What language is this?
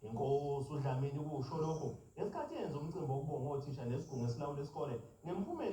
Zulu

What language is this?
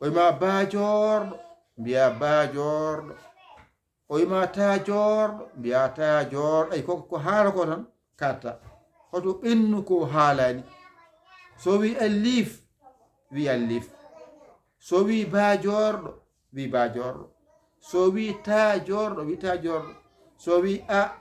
Fula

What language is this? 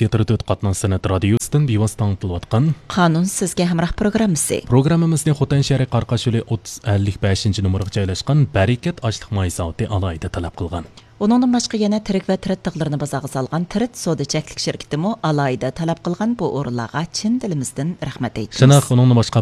Uyghur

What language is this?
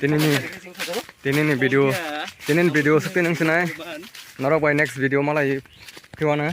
Kok Borok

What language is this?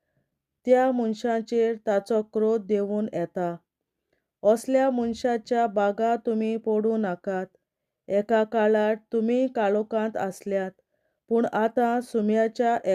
Konkani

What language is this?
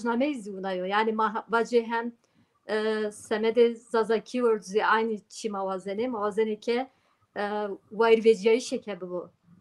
Zaza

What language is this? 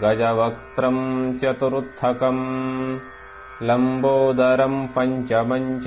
Sanskrit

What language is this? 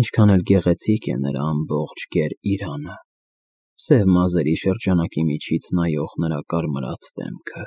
Armenian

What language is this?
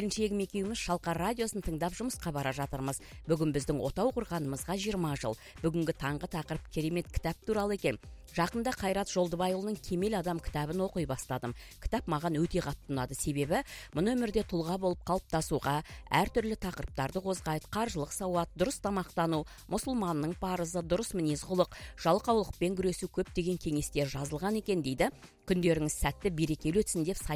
Kazakh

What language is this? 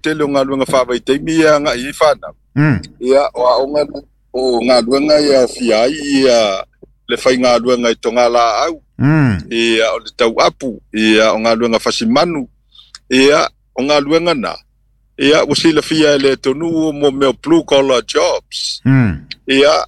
Samoan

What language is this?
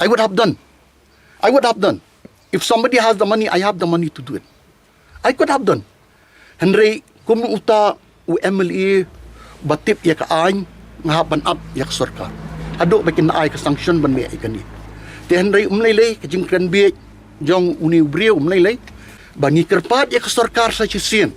Khasi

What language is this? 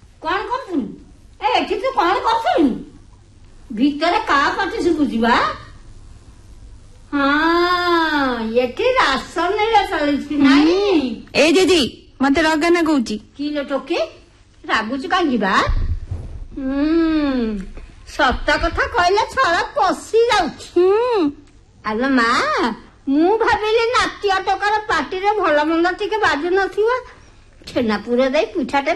Odia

